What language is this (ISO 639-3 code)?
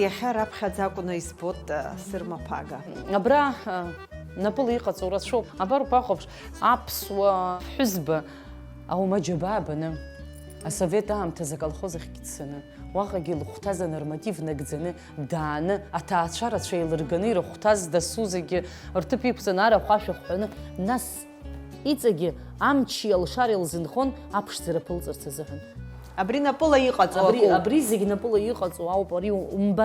abk